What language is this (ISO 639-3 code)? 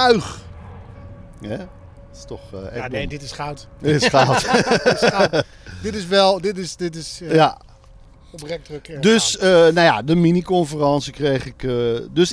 nld